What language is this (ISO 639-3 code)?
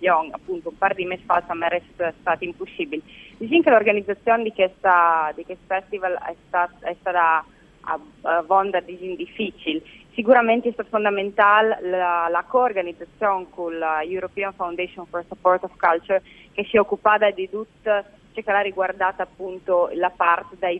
fur